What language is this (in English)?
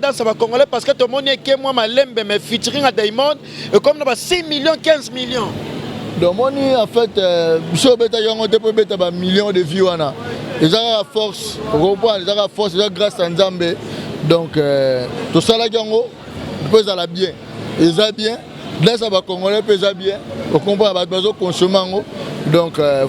Lingala